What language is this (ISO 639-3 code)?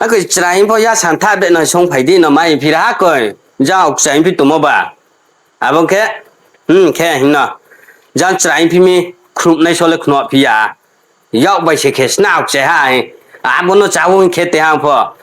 ria